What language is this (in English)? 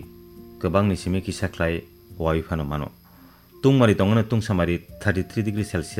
Kok Borok